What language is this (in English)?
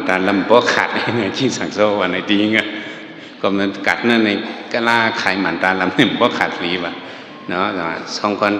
Shan